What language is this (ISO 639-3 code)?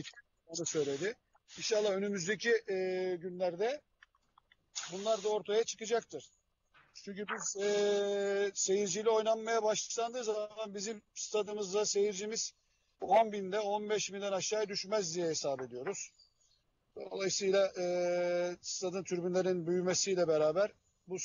tur